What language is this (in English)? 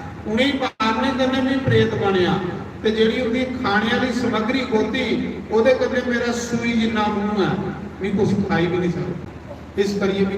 Dogri